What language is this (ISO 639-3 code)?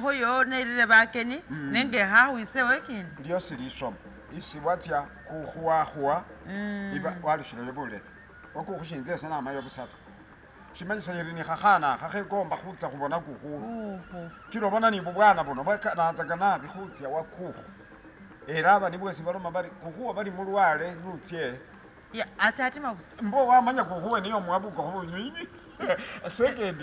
myx